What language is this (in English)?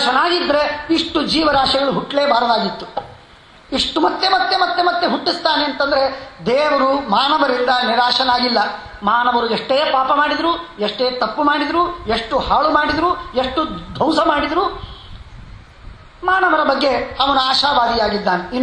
Kannada